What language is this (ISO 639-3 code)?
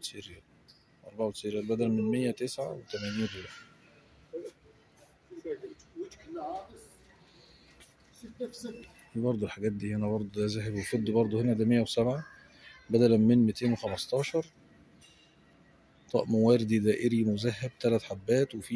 arz